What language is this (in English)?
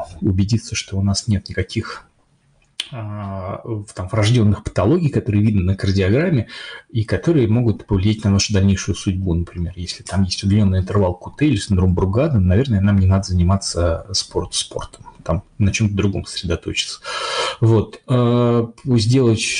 Russian